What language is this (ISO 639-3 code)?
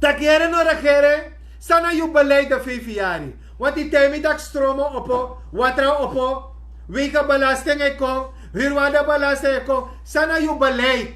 srn